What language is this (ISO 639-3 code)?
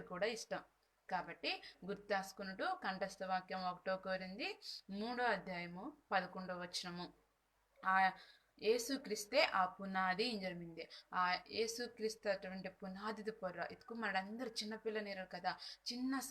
kff